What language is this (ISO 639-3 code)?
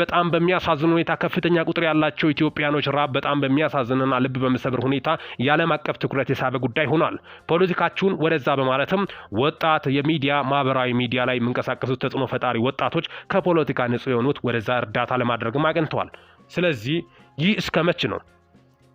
amh